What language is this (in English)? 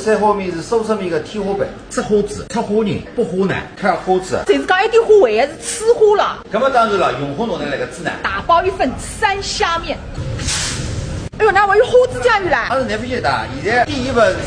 Wu Chinese